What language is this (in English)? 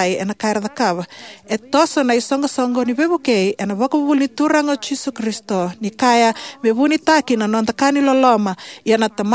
Fijian